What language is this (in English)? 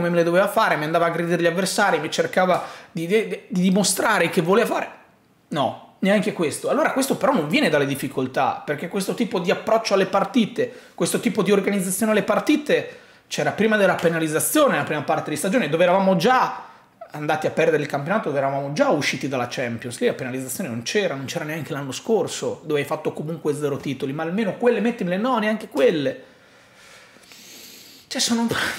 Italian